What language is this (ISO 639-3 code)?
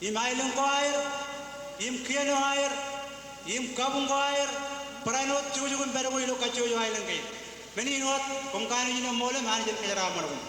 mah